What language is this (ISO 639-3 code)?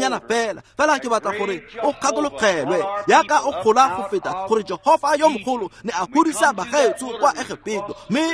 tsn